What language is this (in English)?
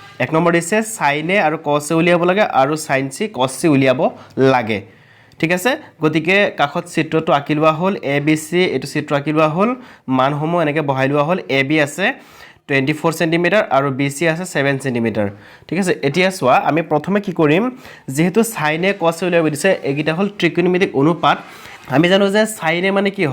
Assamese